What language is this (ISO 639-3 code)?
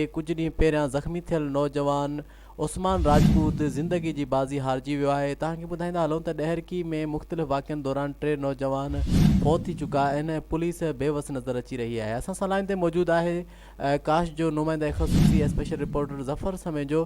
snd